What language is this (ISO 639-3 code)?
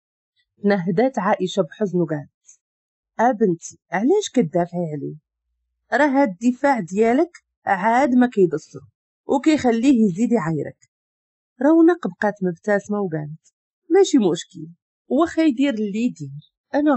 ary